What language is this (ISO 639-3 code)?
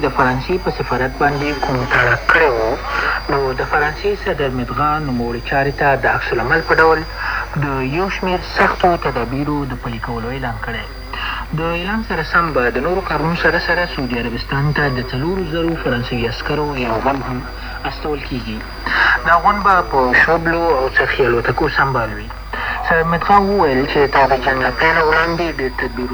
pus